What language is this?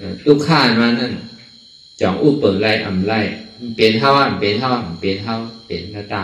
Shan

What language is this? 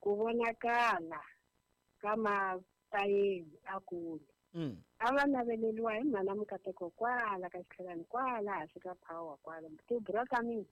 Tsonga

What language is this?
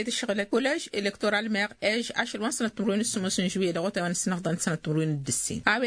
Tamasheq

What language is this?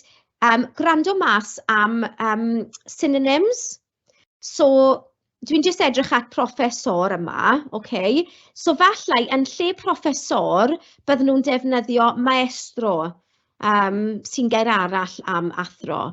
Welsh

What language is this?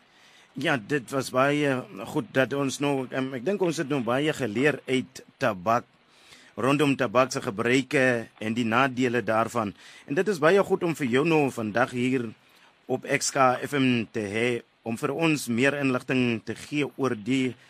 Afrikaans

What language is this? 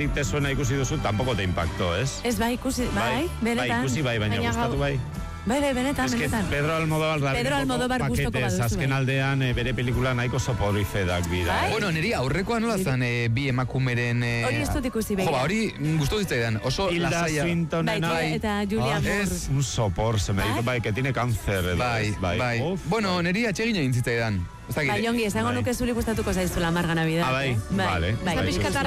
Basque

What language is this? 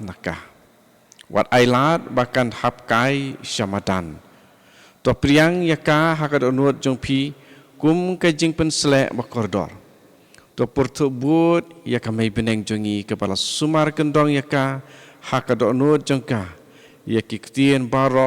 Khasi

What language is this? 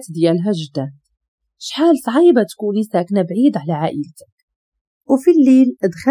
Moroccan Arabic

